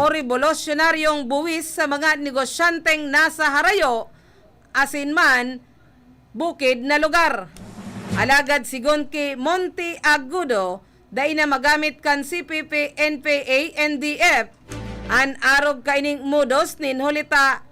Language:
Bikol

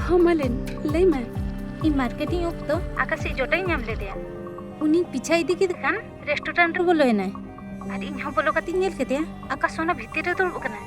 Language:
Santali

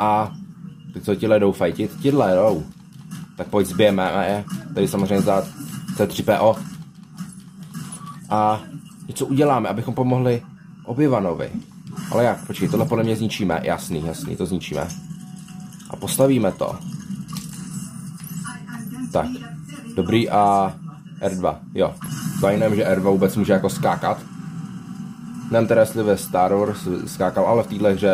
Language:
Czech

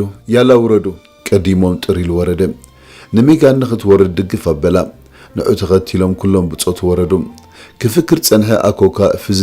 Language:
Tigrinya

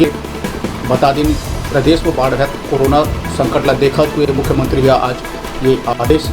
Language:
Chhattisgarhi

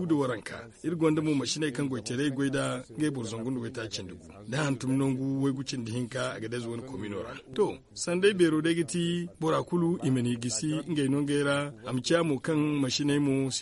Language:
Zarma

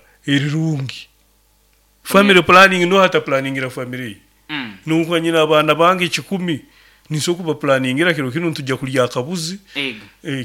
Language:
Nyoro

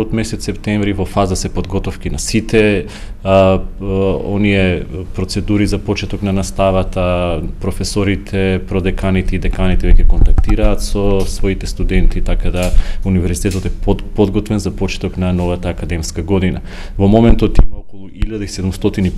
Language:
Macedonian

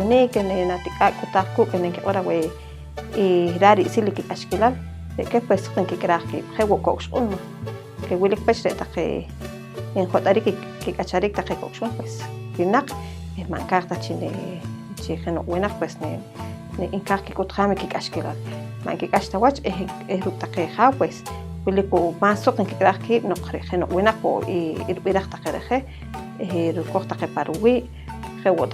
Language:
Poqomchi'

